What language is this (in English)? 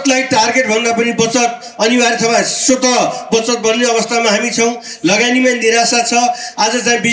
Nepali